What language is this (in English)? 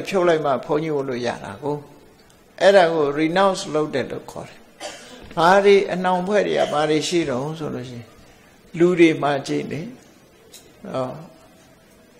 Burmese